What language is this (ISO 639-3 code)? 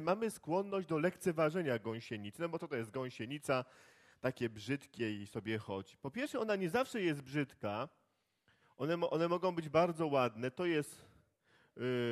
pol